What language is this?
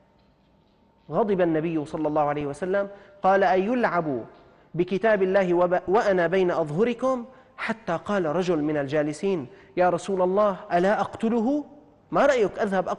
Arabic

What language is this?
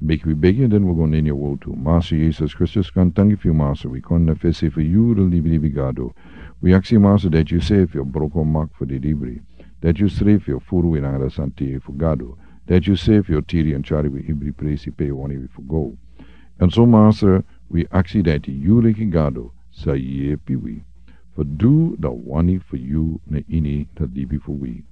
Sranan Tongo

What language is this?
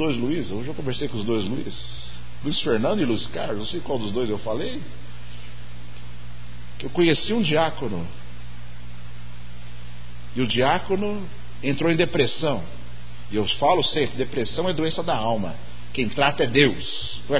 Portuguese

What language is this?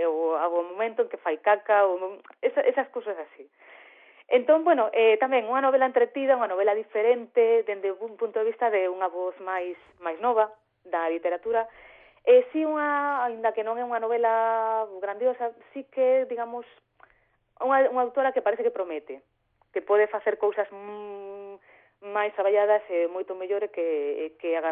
Galician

